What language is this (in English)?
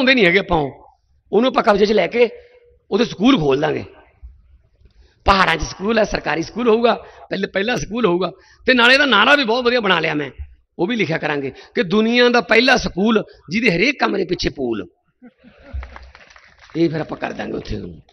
Punjabi